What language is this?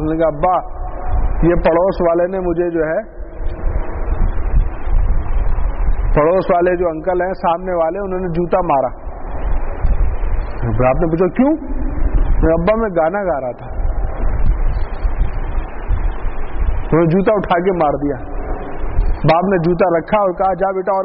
Urdu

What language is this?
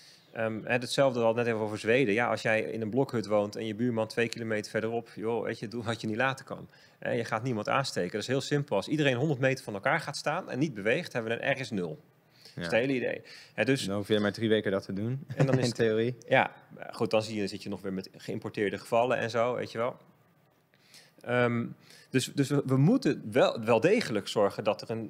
Dutch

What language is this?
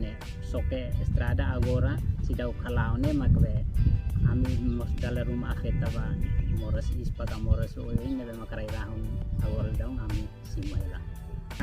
Tetum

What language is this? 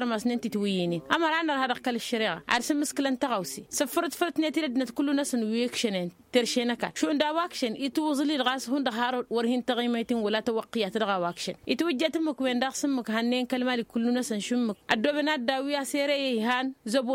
Tamasheq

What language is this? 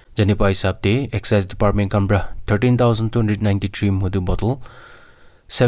Naga Pidgin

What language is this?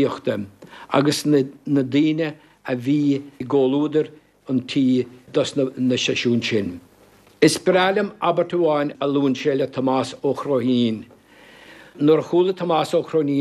Irish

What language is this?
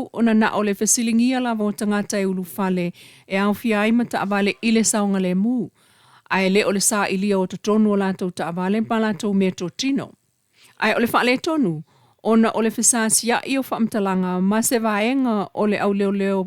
Samoan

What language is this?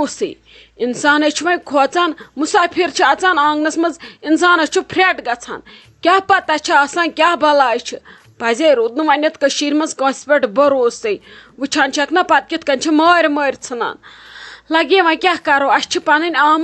Kashmiri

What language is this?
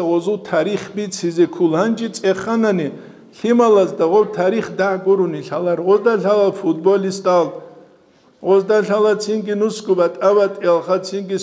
Avaric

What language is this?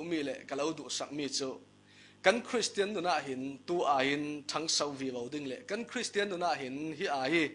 Falam Chin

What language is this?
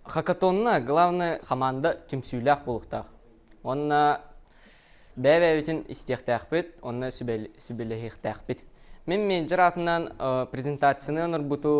Yakut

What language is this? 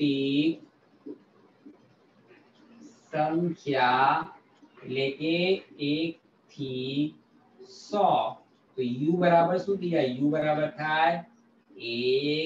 Gujarati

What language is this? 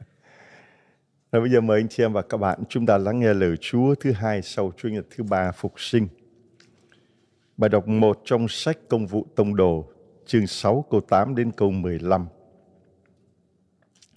Vietnamese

